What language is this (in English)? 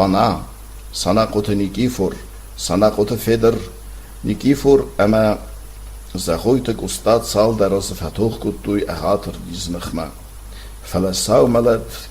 Ossetic